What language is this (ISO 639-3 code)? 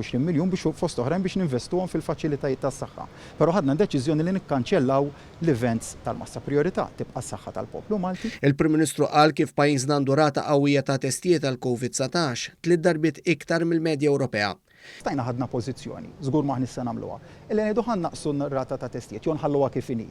mlt